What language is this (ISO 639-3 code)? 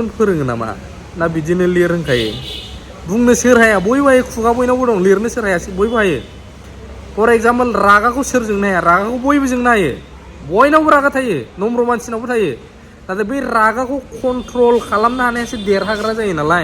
brx